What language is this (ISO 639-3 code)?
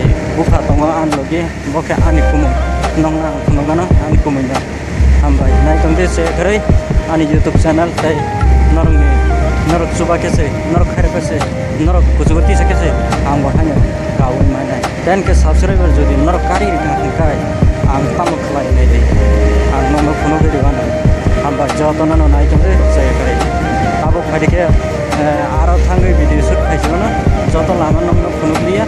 trp